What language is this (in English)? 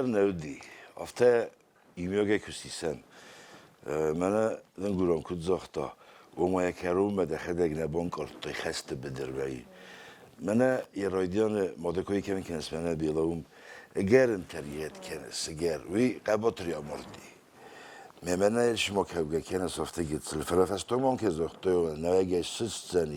Ossetic